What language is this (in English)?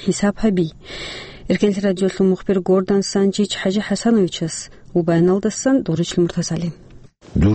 Avaric